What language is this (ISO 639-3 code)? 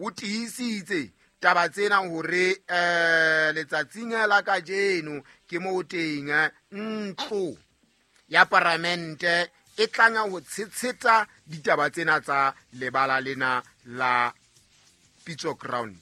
sot